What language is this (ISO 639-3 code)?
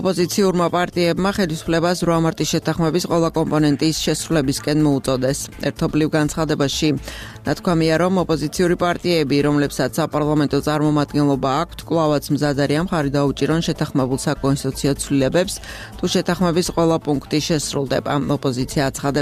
kat